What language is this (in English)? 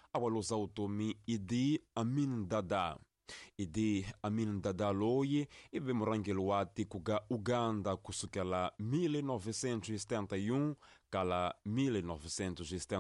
Tsonga